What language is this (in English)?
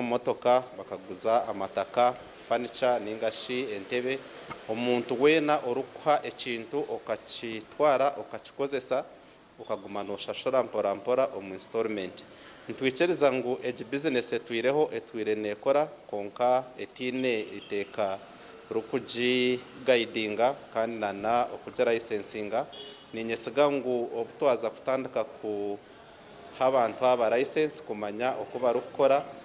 Nyankole